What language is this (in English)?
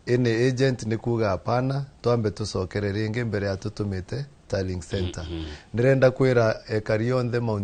Kikuyu